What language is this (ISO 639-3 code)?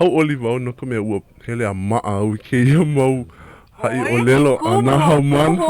haw